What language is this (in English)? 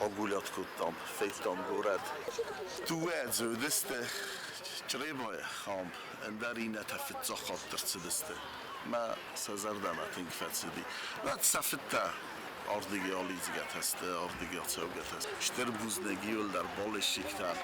Ossetic